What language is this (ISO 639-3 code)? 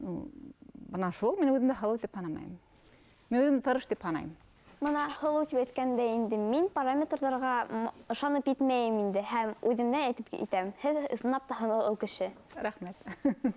bak